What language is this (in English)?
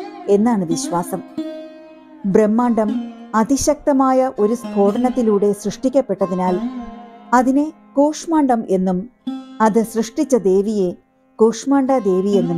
Malayalam